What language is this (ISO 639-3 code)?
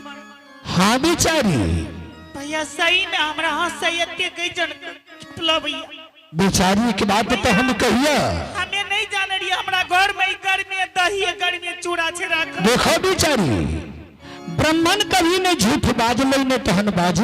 anp